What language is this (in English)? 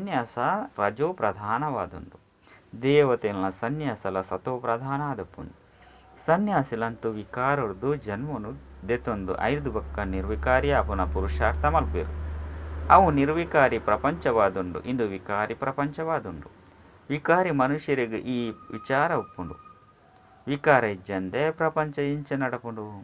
Tulu